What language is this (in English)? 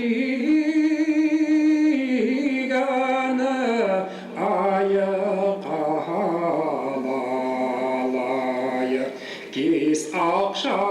Bashkir